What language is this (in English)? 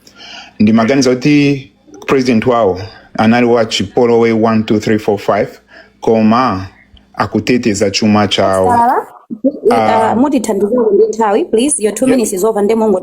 Nyanja